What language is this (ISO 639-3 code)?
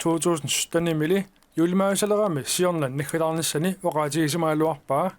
kal